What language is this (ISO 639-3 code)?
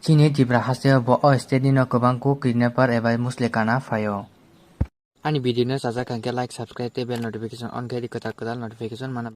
trp